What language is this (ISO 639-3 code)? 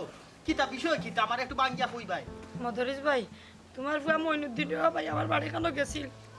syl